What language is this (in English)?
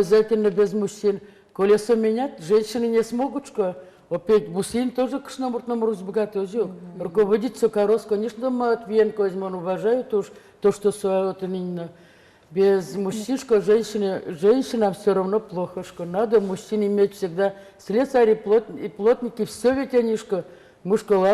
Udmurt